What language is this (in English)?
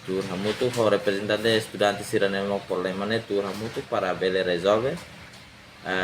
Tetum